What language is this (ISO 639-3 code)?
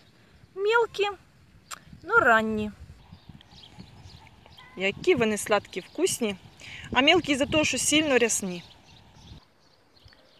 ukr